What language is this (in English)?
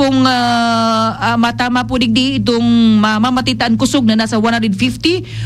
Bikol